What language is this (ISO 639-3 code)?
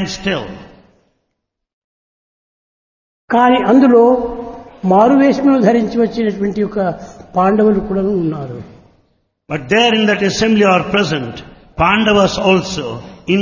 tel